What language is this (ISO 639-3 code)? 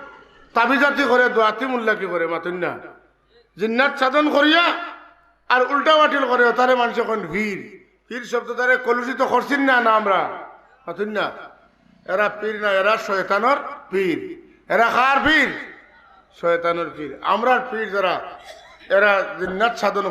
syl